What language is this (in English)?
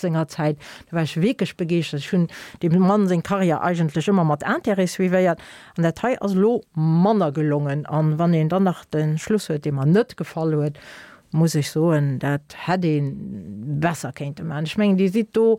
Luxembourgish